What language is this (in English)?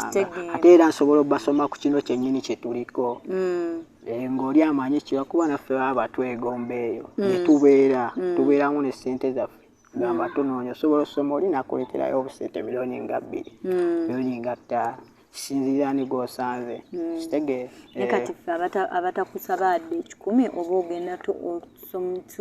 Ganda